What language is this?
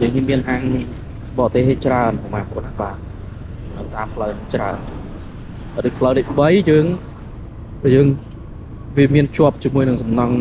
Khmer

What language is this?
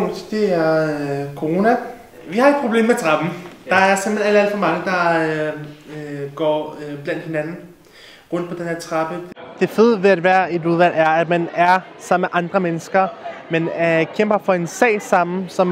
Danish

